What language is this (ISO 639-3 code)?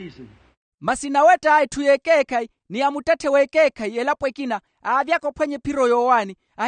vmw